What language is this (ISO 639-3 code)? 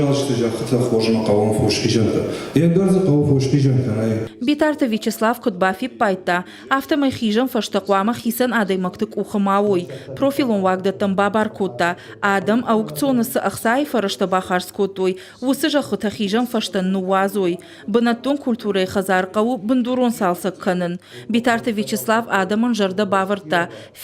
oss